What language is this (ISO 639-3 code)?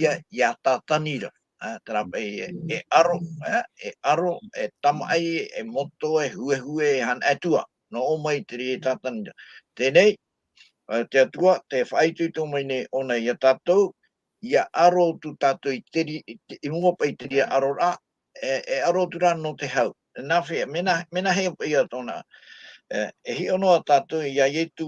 tah